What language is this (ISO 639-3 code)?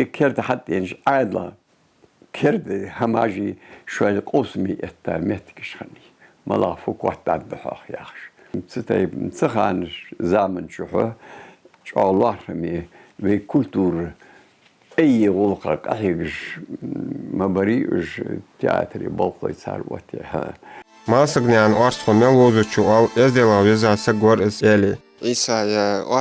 inh